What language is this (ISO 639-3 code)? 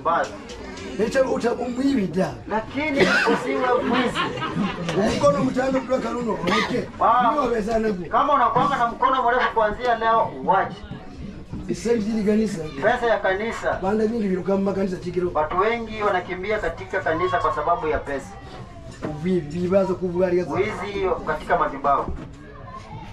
swa